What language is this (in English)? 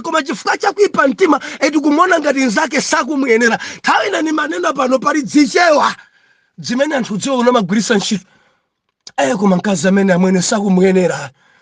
Nyanja